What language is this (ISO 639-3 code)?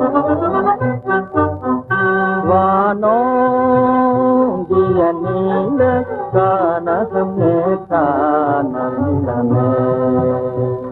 tam